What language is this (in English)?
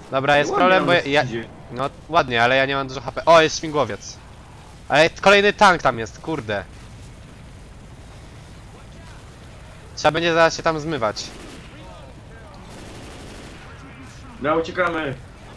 Polish